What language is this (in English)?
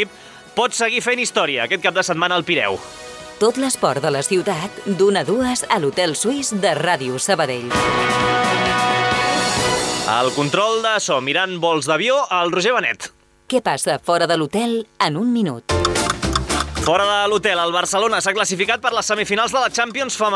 Catalan